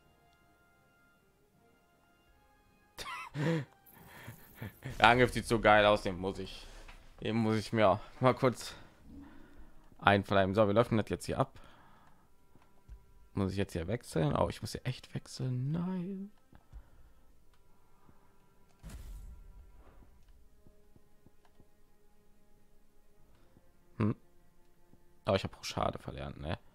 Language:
German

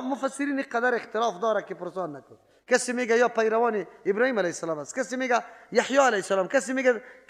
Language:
Persian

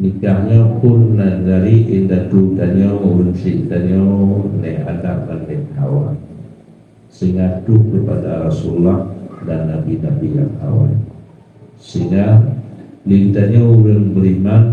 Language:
Achinese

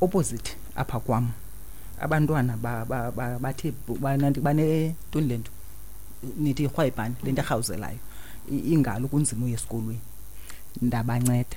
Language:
Xhosa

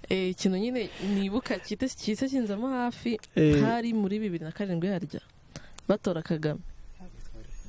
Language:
Kinyarwanda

